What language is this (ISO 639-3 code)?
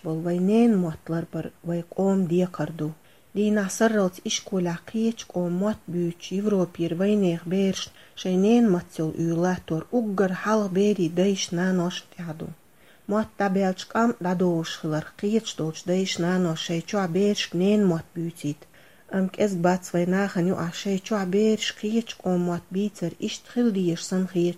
che